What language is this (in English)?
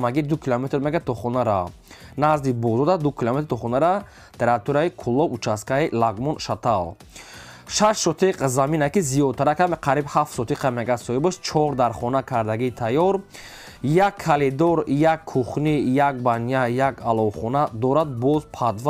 Tajik